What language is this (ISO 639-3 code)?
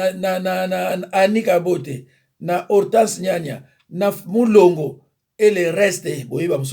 lin